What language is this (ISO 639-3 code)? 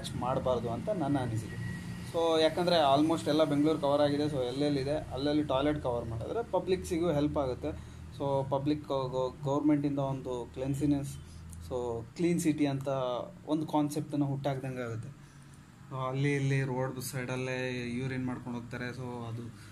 kan